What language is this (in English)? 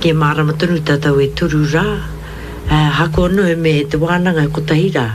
Māori